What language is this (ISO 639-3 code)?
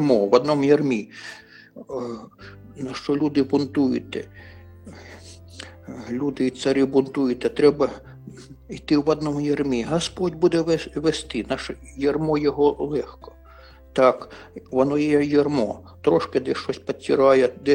ukr